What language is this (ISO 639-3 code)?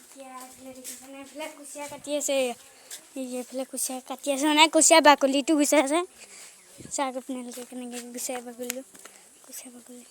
asm